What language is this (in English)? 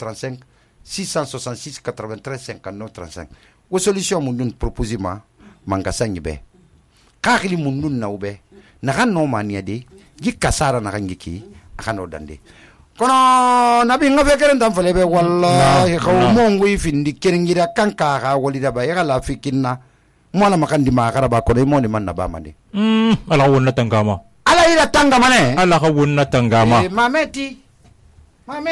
Susu